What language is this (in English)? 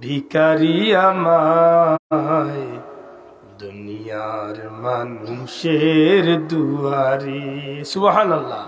Sylheti